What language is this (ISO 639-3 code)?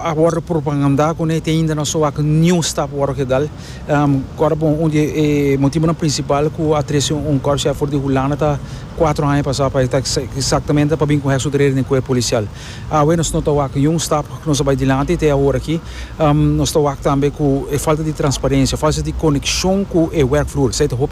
pap